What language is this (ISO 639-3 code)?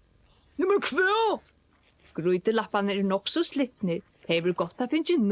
fao